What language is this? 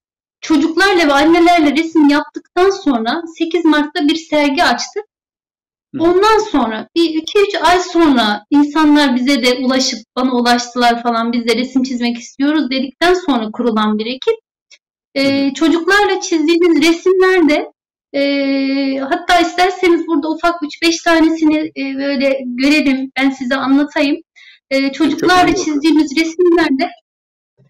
Turkish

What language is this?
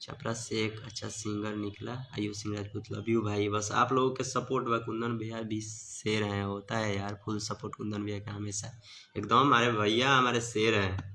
Bhojpuri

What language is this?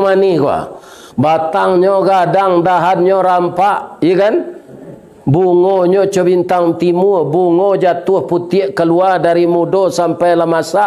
Minangkabau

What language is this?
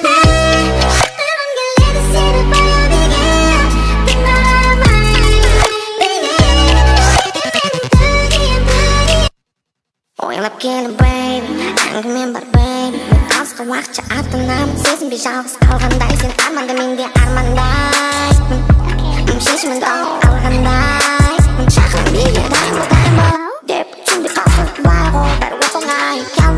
Kazakh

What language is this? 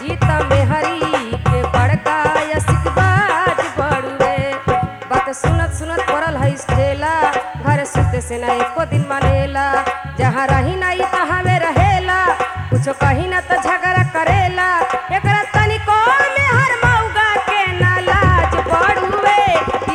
Bhojpuri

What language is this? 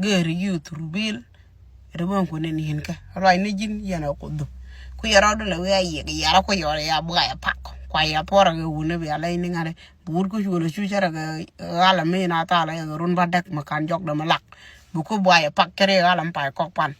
Nuer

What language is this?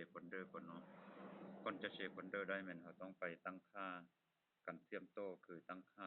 Lao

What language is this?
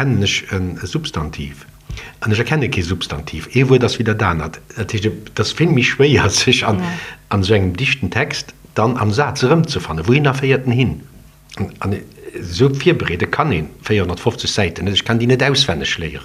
Luxembourgish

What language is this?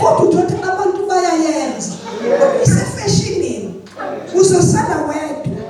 Zulu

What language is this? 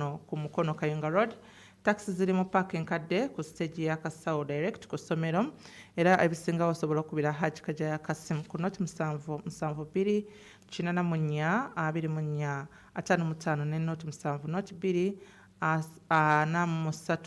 Ganda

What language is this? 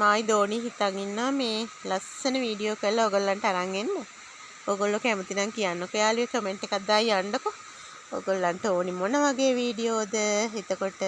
Sinhala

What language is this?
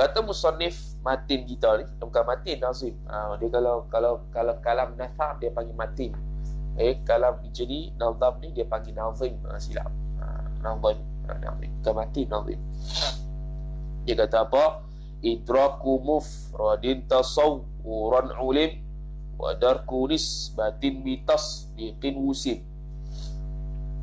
Malay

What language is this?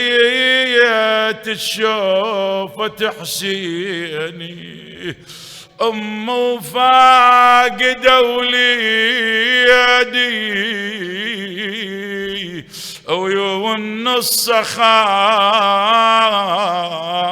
Mesopotamian Arabic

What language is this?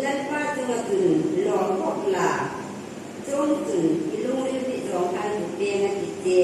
Hmar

